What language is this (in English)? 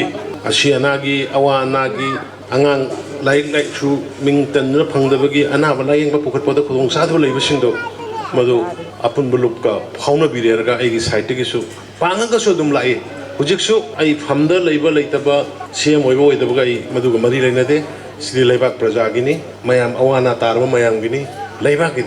Manipuri